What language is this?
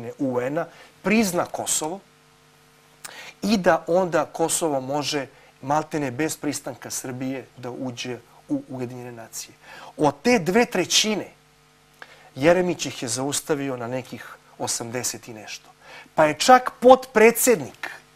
Serbian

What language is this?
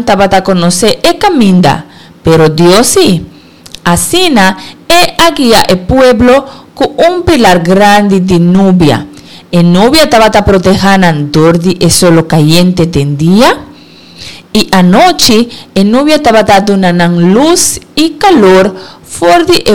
Papiamento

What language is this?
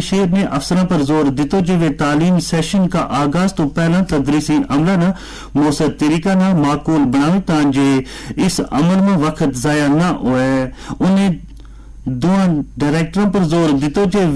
Gujari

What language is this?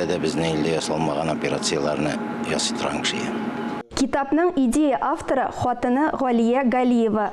Tatar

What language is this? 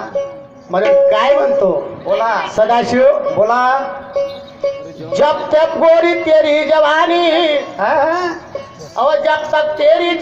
Marathi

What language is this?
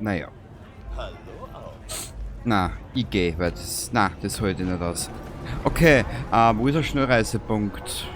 Bavarian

